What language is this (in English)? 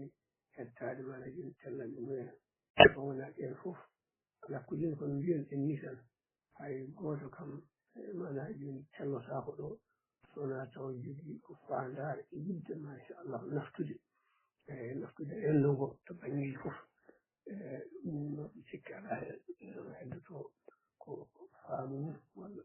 Fula